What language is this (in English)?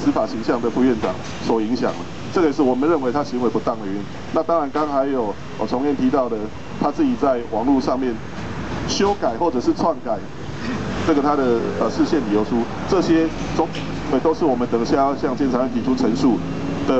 Chinese